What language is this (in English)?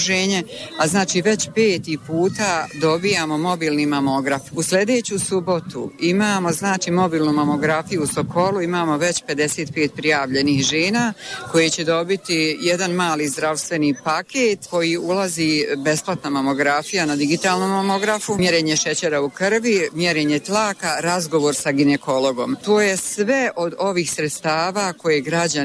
Bosnian